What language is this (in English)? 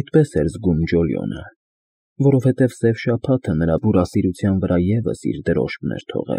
Armenian